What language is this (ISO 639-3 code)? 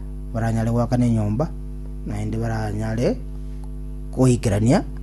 guz